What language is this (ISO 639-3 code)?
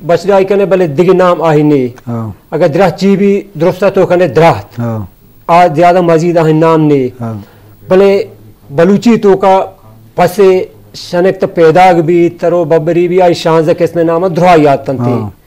bgp